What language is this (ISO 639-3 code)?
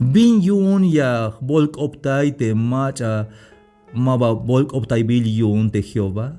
tzh